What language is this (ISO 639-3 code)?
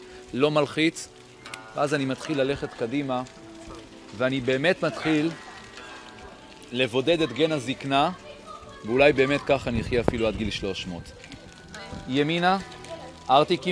heb